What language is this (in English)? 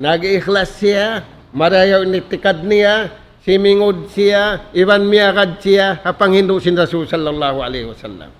Tausug